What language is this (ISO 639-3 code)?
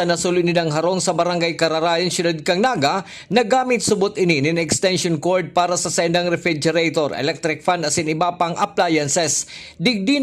bik